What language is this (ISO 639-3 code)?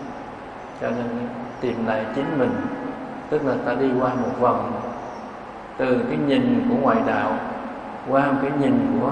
vie